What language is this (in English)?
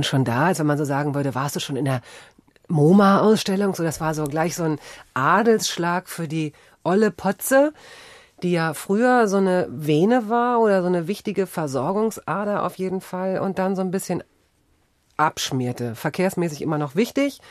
German